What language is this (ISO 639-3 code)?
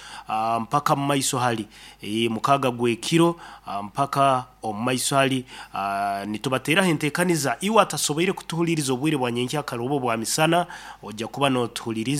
nyo